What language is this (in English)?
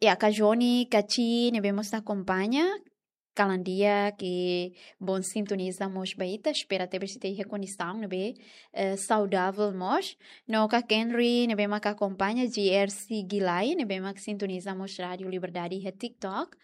Tetum